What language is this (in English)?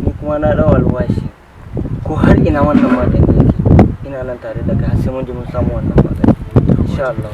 Hausa